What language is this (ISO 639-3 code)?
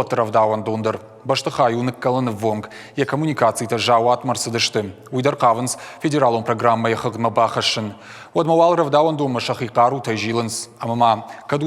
oss